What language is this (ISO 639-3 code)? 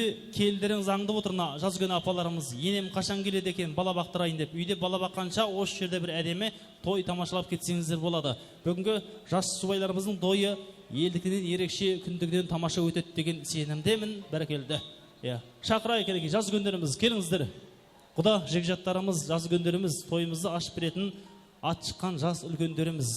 kaa